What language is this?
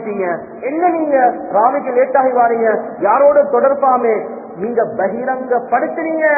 Tamil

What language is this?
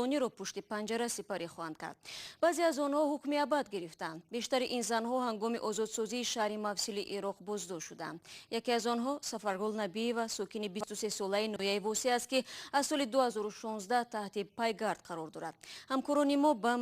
Tajik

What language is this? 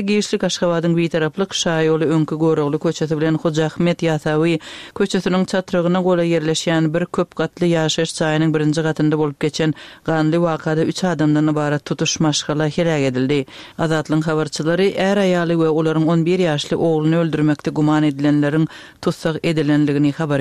Turkmen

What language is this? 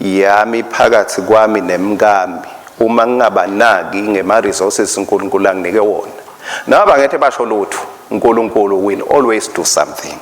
Swati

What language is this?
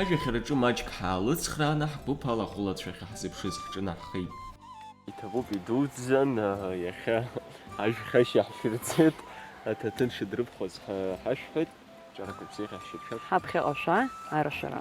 Abkhazian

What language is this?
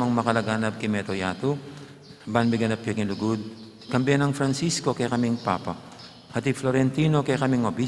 Pampanga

